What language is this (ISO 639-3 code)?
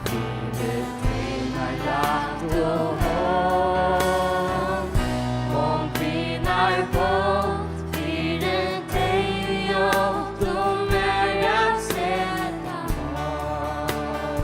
fao